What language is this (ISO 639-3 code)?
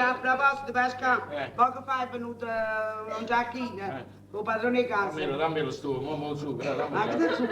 nap